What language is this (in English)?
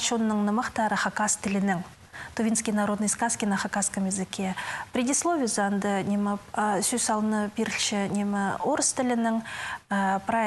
Khakas